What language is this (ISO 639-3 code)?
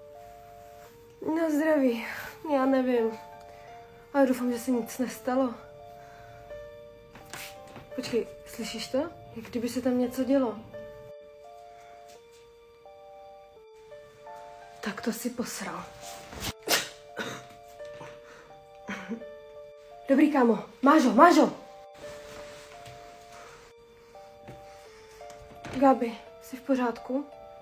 ces